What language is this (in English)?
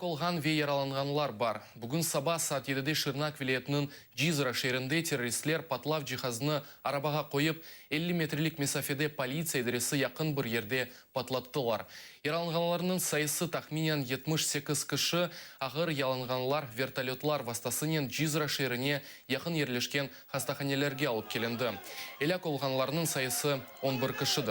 Crimean Tatar